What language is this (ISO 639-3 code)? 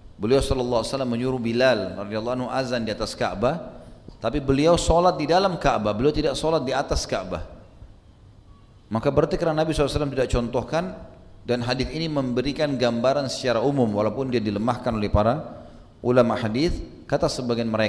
ind